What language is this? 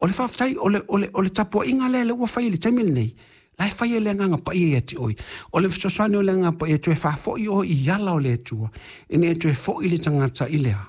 Samoan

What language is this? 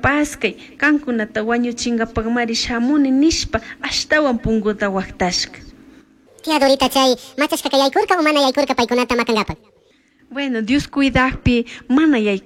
Chimborazo Highland Quichua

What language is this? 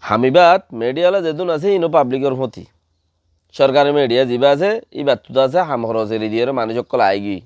Rohingya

